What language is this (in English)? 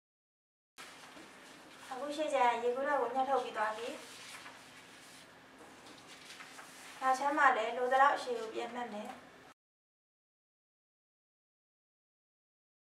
Burmese